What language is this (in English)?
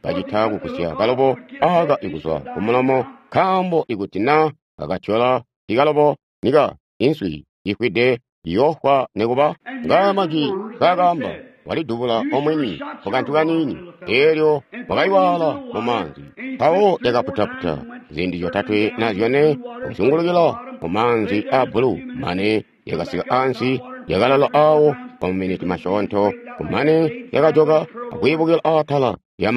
Tonga (Zambia)